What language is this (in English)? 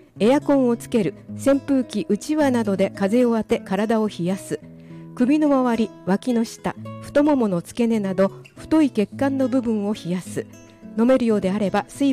Japanese